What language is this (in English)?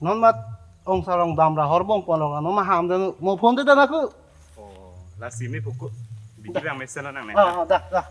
Karbi